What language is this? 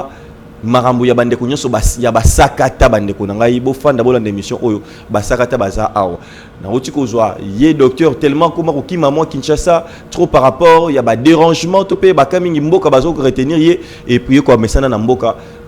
Lingala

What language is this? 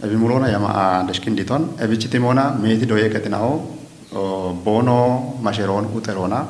Kafa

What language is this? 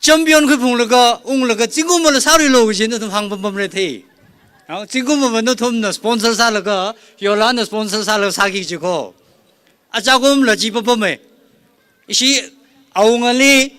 Tangkhul Naga (India)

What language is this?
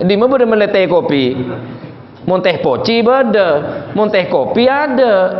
Madurese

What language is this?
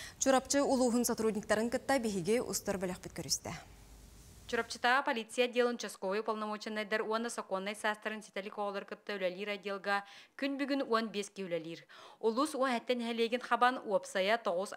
Yakut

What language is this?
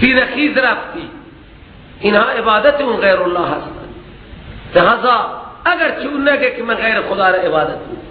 Persian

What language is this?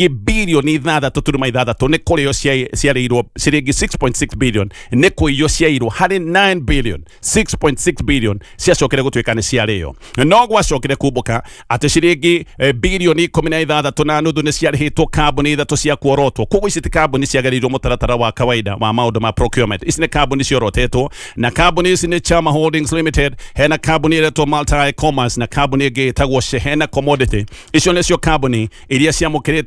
Kikuyu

